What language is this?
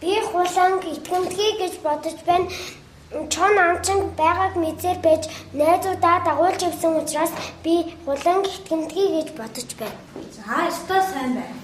Mongolian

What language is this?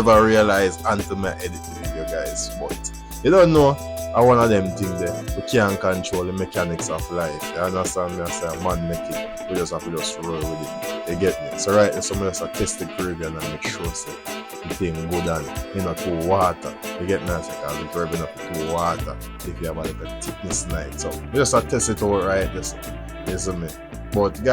Jamaican Creole English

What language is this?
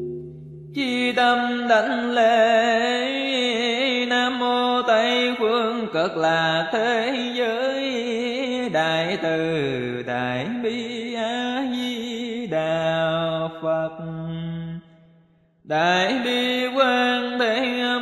Vietnamese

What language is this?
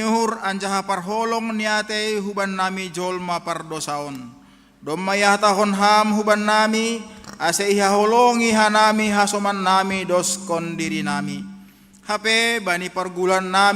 Batak Simalungun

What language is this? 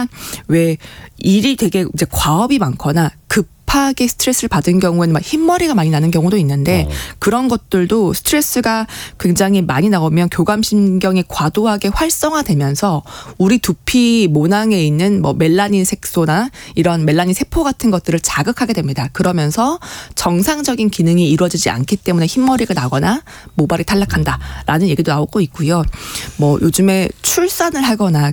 Korean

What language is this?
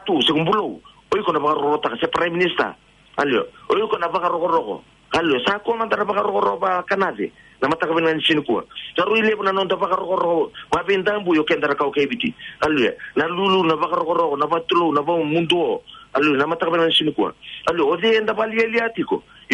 Fijian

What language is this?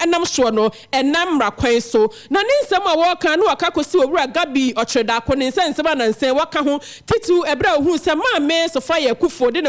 Akan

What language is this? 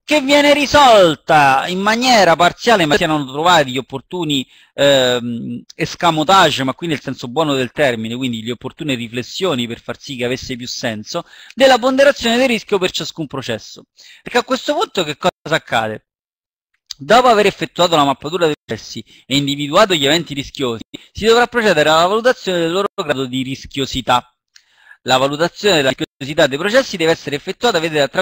Italian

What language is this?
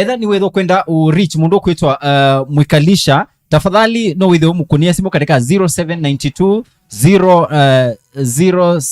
Kamba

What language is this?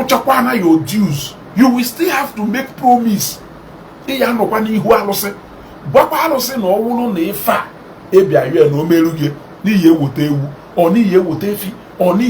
Igbo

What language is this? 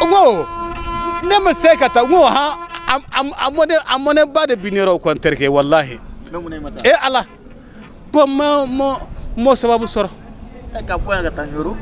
Bambara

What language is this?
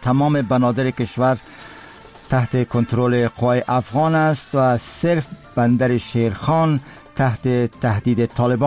Persian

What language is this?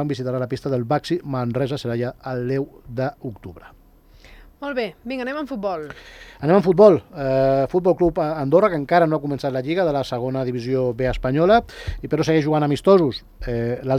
Catalan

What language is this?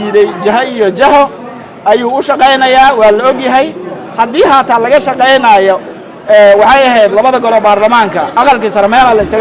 Somali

